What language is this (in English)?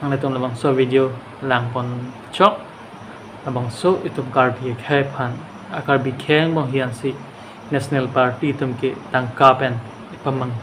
Karbi